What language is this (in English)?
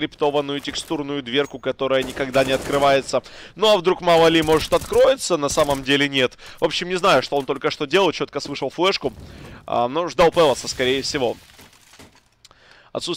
Russian